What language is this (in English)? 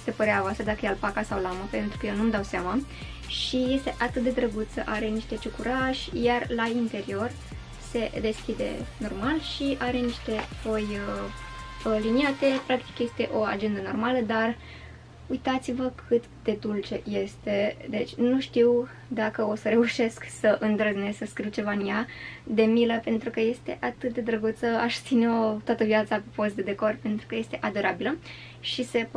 Romanian